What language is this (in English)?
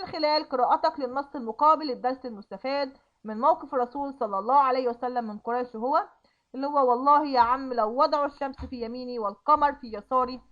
Egyptian Arabic